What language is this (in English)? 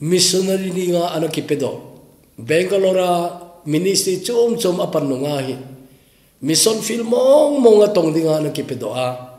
Thado Chin